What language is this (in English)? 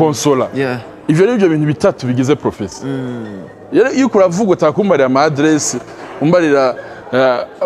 Rundi